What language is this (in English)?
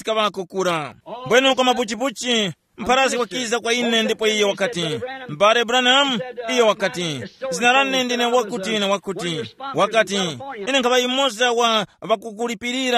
Tumbuka